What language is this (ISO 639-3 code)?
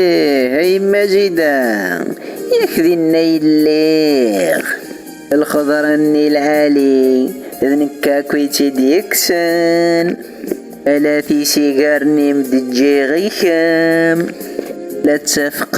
kab